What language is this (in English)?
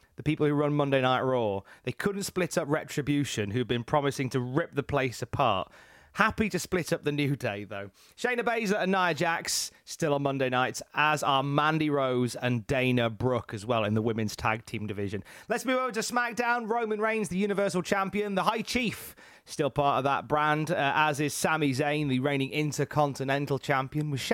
English